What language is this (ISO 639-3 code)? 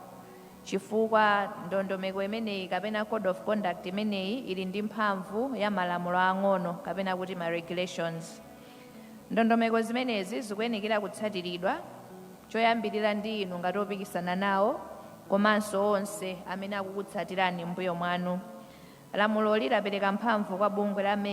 nya